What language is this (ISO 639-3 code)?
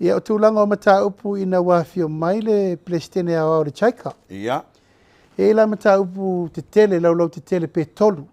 smo